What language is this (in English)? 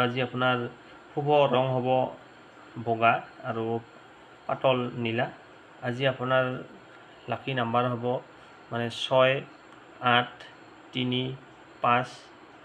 Assamese